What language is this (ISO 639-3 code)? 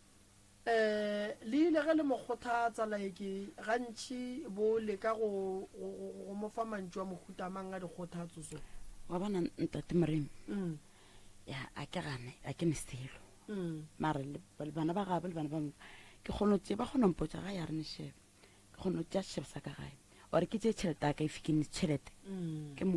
nso